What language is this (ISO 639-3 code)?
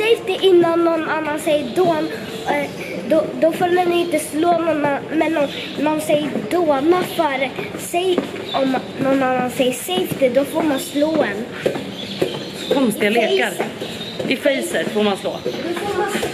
swe